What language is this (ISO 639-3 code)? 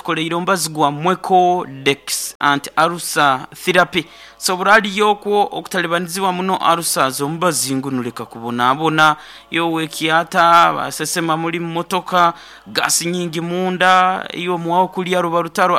nyo